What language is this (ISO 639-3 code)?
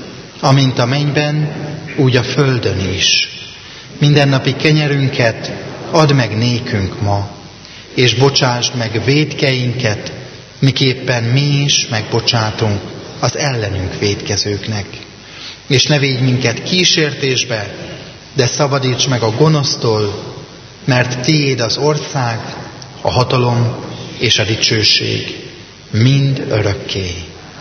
hun